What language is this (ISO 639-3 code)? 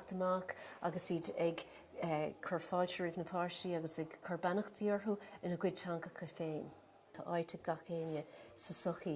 gle